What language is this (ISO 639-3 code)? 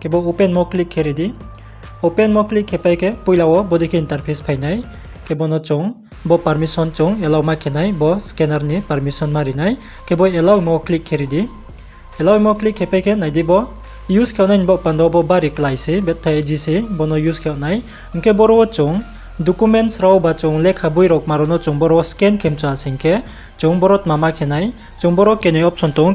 ria